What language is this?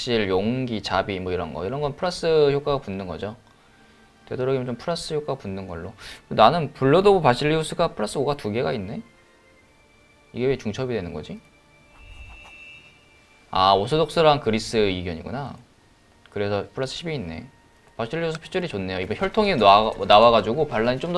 Korean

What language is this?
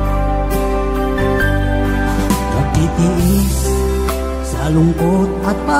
Filipino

